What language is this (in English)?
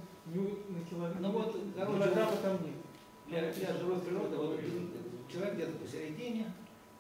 Russian